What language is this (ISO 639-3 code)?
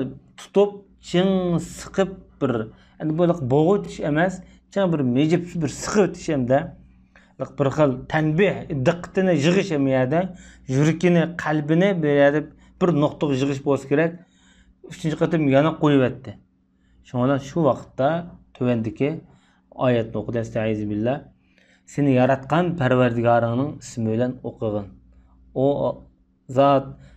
uig